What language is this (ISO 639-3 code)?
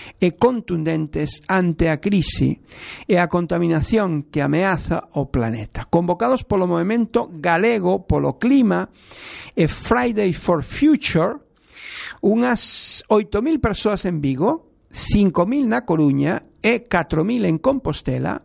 glg